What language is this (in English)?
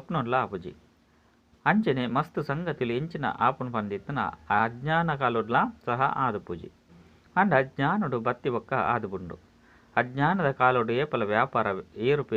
Tulu